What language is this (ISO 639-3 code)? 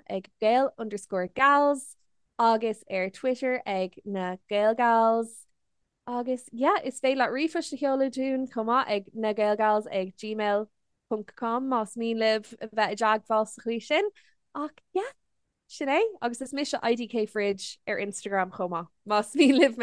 gle